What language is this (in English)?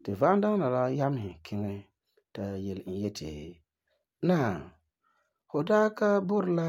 Frafra